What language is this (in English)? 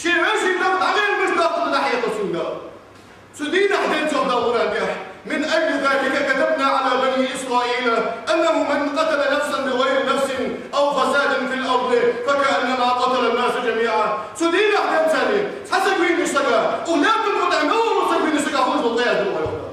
Ingush